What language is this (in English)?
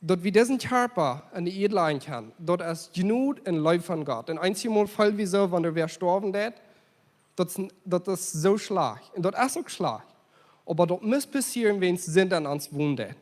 Plautdietsch